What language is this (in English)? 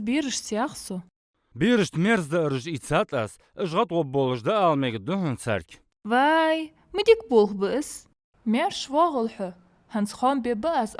Ingush